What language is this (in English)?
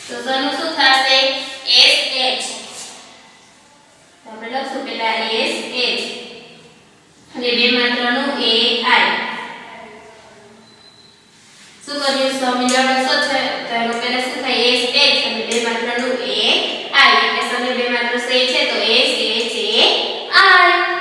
Gujarati